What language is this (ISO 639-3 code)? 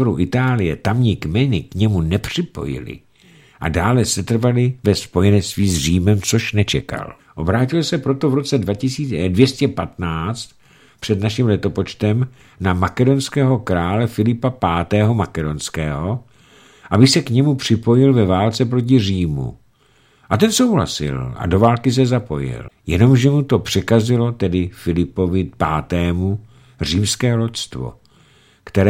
ces